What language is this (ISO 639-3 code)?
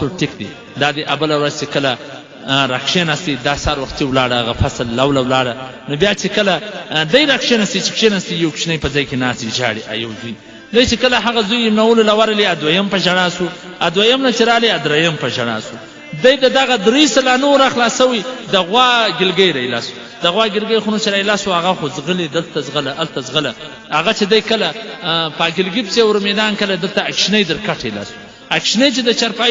pus